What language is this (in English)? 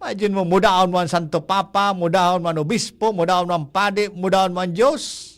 Bikol